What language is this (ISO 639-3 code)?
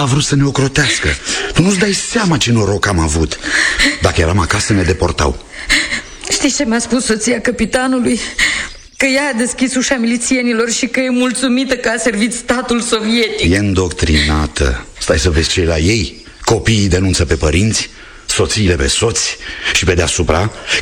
ron